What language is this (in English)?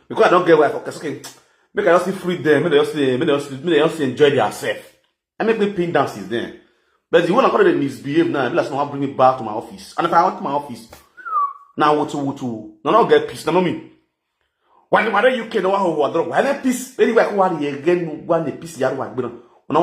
Nigerian Pidgin